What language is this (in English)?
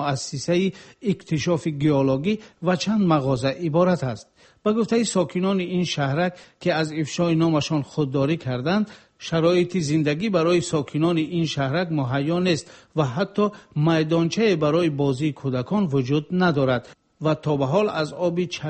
Persian